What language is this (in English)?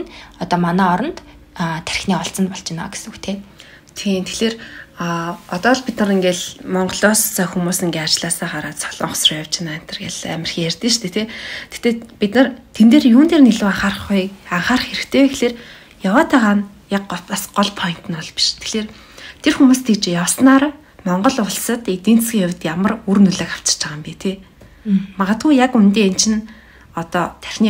Mongolian